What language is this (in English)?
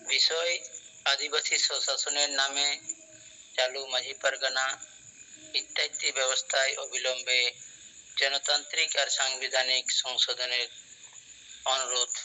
Santali